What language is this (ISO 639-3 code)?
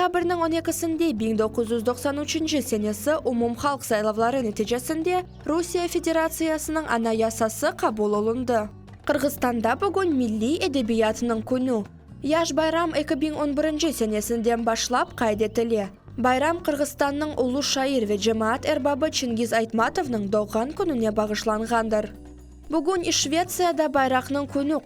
crh